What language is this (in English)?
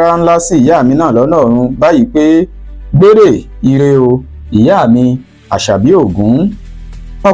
Yoruba